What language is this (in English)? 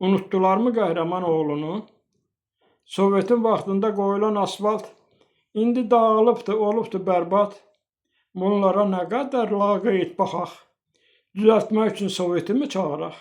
Azerbaijani